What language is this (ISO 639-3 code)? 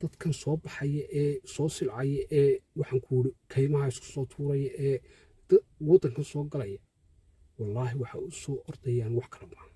som